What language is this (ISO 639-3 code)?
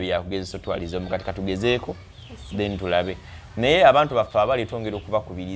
lug